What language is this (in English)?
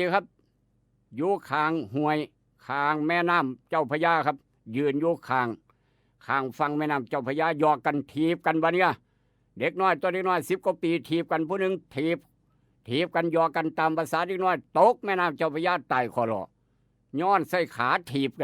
Northeastern Thai